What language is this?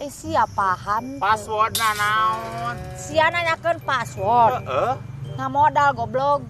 Sundanese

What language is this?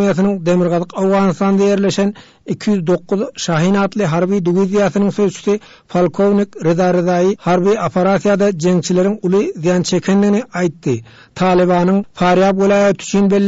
Turkmen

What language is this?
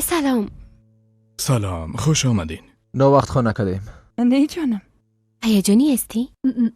Persian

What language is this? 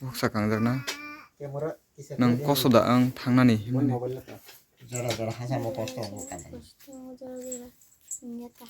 Kok Borok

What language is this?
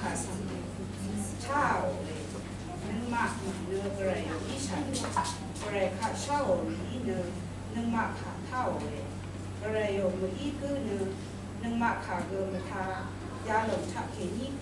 Rawang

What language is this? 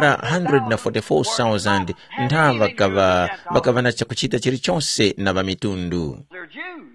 Tumbuka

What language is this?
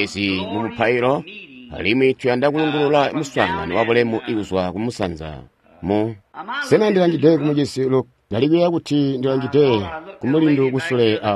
Tonga (Zambia)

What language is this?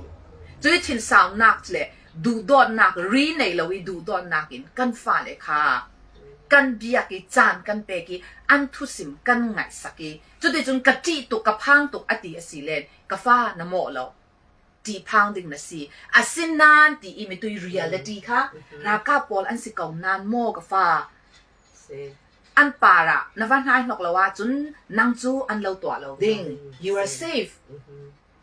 Falam Chin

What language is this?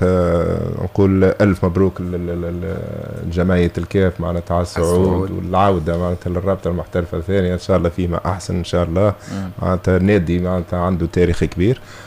Tunisian Arabic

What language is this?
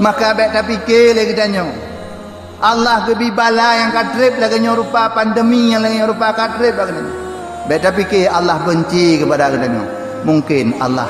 Achinese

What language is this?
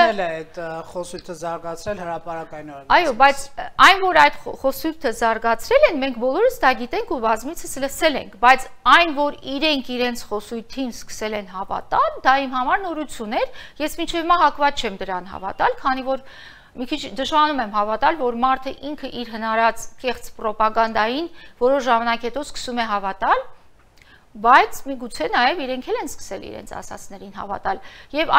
Armenian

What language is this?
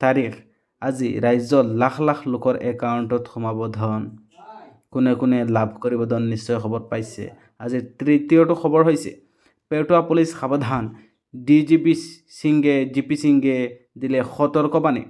Assamese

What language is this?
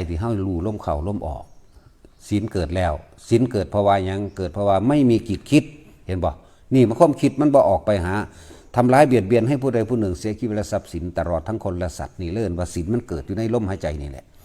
Northeastern Thai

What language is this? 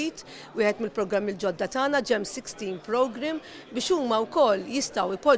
Maltese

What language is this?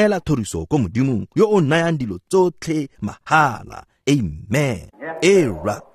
Tswana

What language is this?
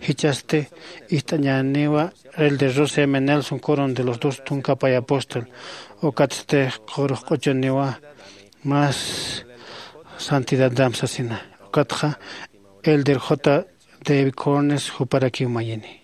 Aymara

